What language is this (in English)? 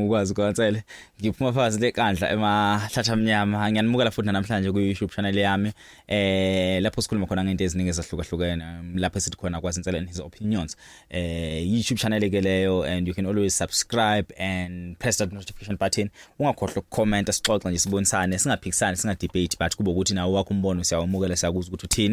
Zulu